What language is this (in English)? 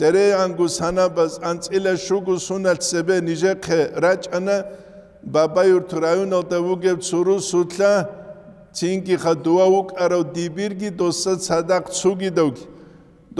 Avaric